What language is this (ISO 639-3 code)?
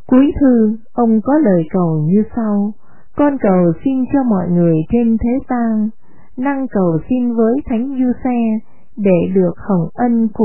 vie